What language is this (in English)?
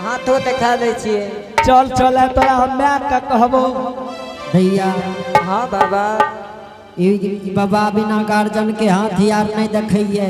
Angika